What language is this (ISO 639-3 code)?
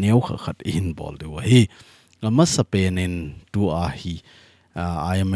tcz